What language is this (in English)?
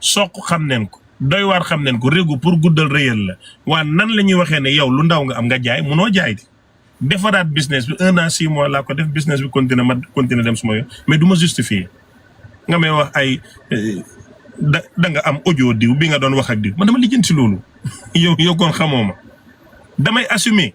Wolof